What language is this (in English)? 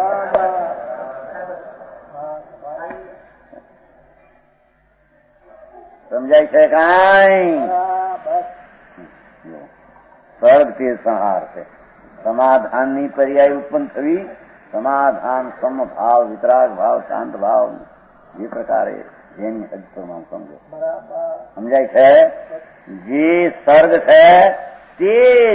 Gujarati